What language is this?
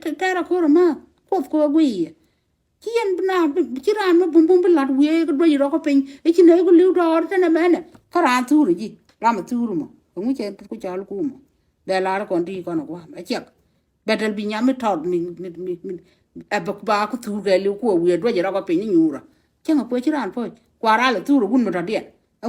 Nuer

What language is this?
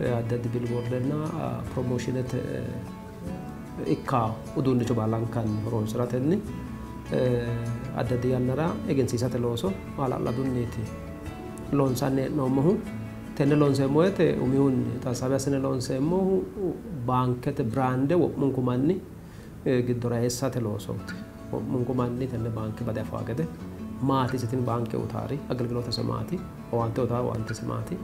Sidamo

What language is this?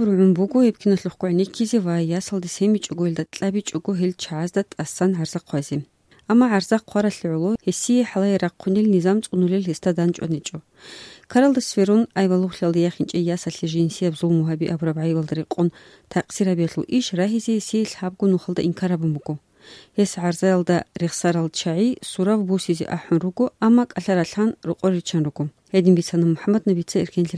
Avaric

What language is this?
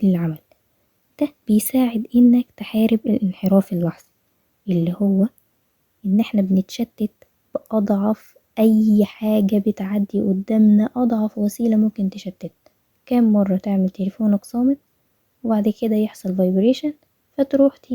Egyptian Arabic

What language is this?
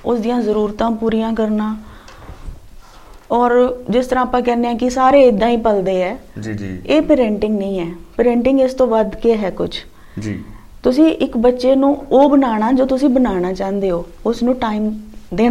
Punjabi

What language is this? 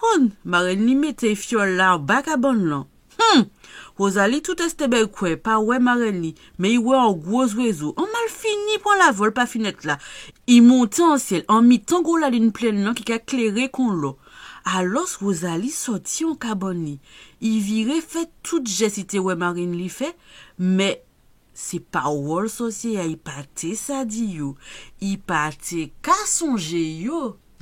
Guadeloupean Creole French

